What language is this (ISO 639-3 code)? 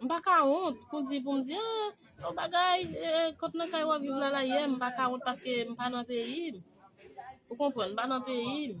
hat